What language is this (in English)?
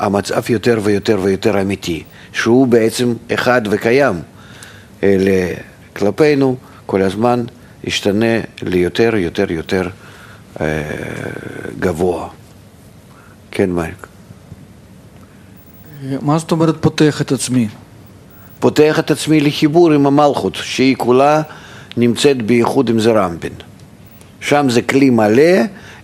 Hebrew